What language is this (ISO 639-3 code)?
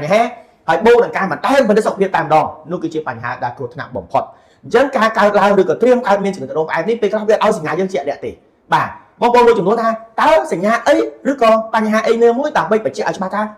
khm